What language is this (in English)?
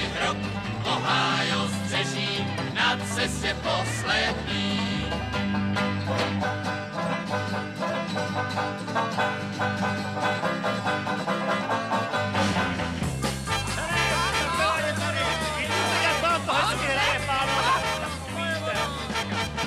Czech